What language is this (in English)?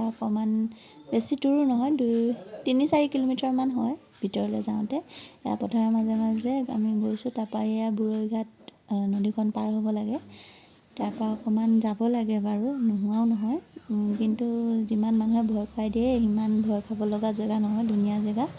Assamese